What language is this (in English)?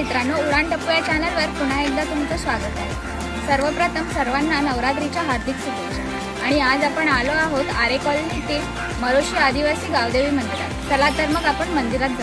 Marathi